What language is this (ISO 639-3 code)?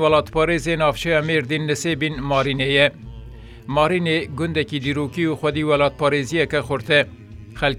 kur